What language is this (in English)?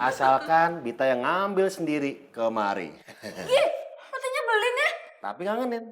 Betawi